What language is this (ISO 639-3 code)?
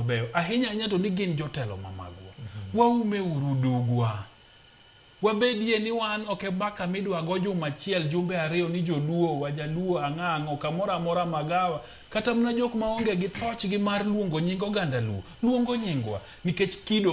luo